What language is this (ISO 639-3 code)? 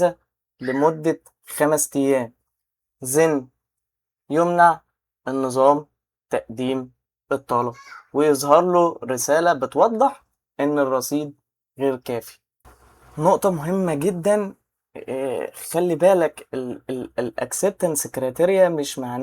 arz